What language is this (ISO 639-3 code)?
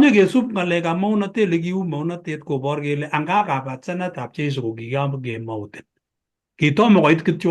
kln